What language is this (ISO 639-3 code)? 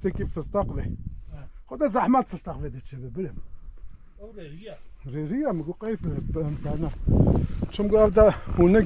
kur